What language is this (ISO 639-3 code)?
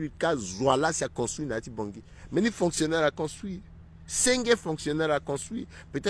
sag